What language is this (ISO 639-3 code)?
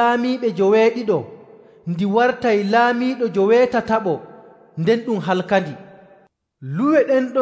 fuv